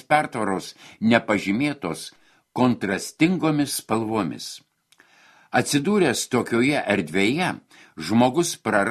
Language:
Lithuanian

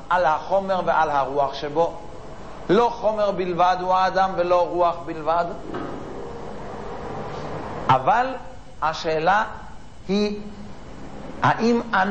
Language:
Hebrew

